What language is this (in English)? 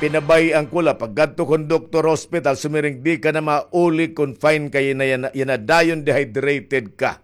Waray